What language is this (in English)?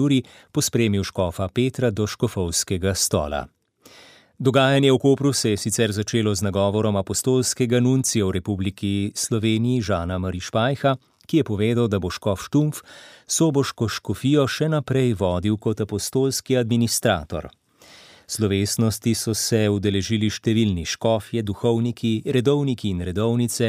Slovenian